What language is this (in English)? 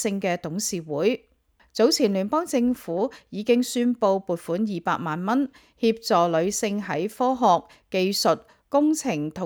Cantonese